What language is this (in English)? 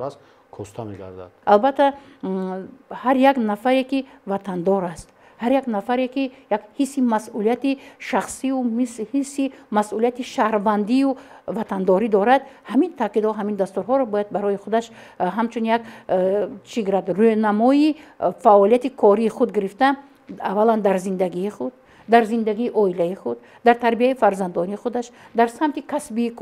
Tajik